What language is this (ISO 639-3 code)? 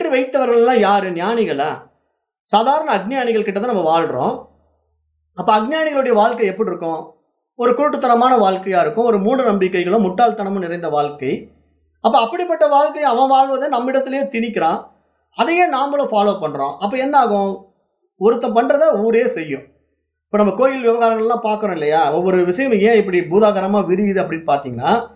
tam